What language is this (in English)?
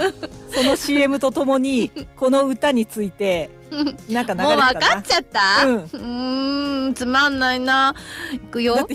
Japanese